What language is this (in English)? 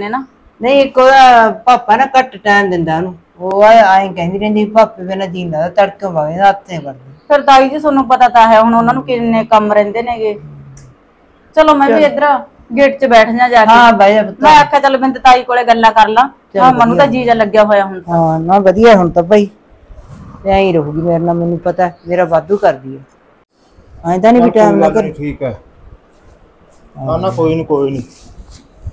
Punjabi